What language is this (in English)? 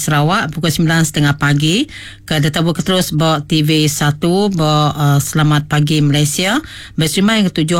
Iban